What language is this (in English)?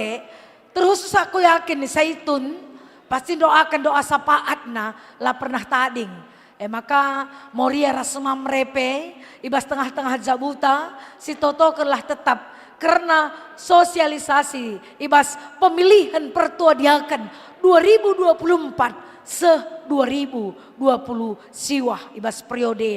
Batak Karo